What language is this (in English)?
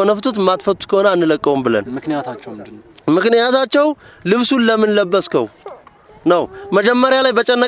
Amharic